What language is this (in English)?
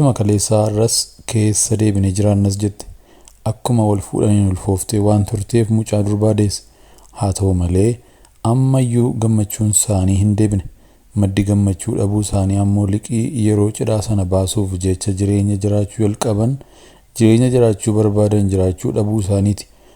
Oromo